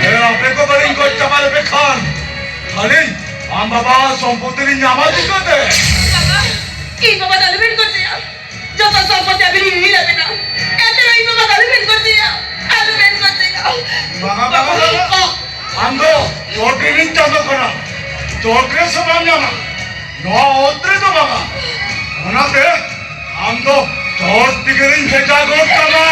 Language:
Santali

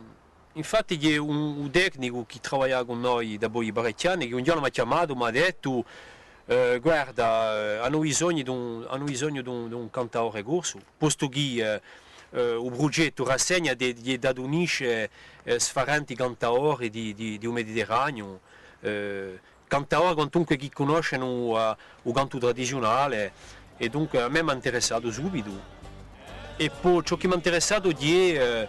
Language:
Corsican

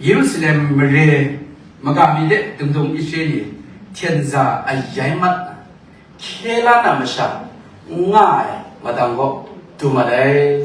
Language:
Kachin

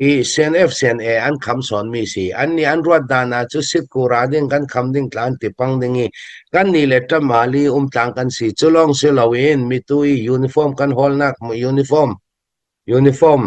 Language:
Hakha Chin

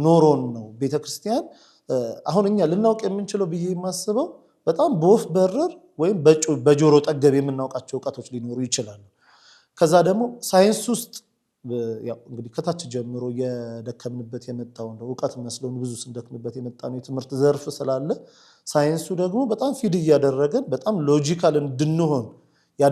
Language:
Amharic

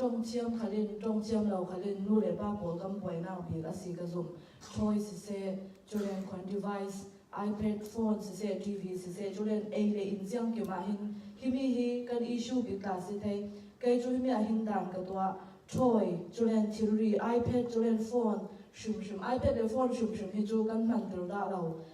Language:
Falam Chin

